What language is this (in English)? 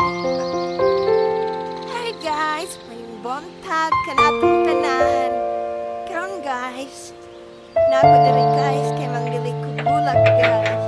Cebuano